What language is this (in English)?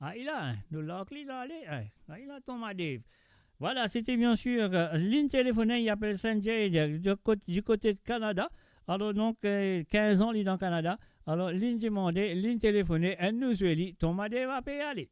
Morisyen